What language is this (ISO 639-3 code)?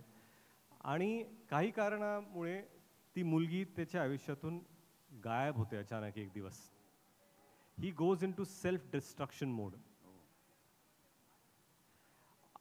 mar